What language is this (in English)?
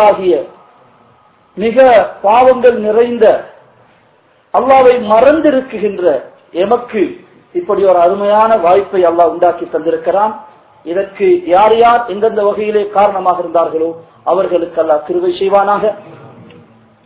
Tamil